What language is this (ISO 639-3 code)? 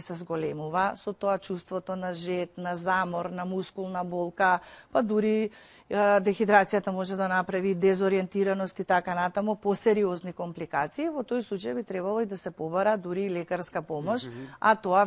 mkd